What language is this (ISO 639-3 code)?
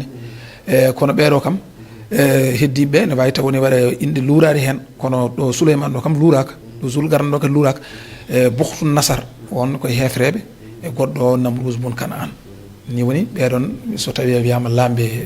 ful